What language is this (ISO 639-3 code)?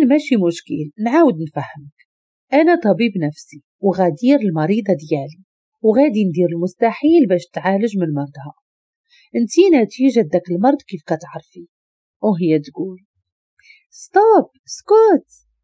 ary